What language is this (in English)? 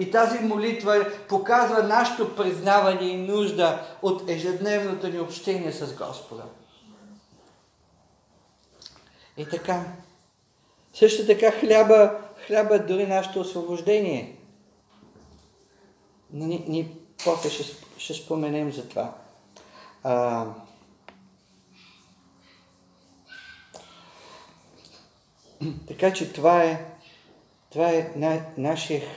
Bulgarian